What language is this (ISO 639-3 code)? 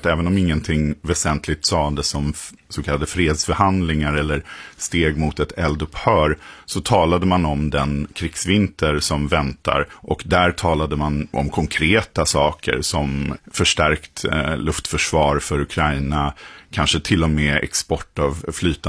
swe